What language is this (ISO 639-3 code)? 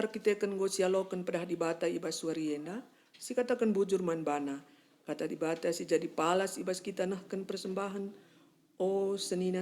btx